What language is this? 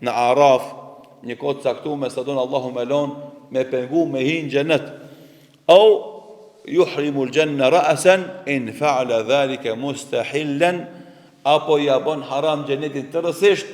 Albanian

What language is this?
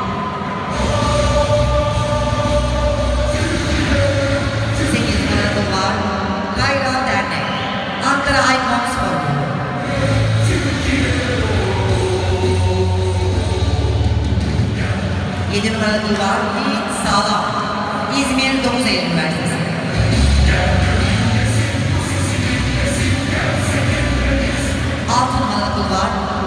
Turkish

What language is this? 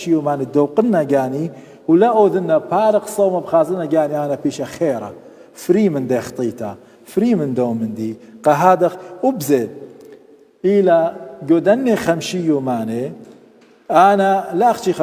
Assyrian Neo-Aramaic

